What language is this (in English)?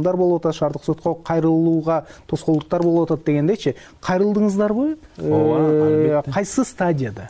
Kyrgyz